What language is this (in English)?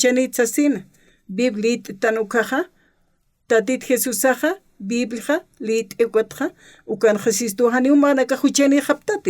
Aymara